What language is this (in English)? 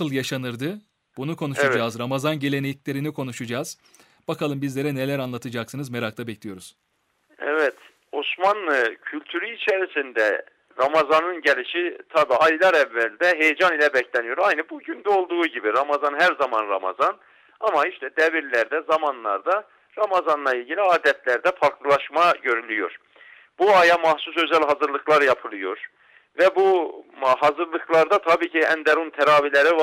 Turkish